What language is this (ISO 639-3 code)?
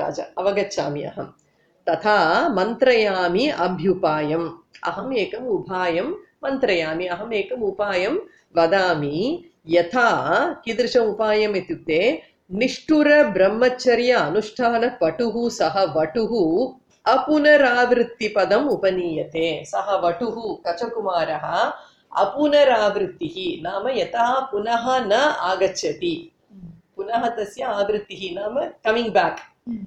san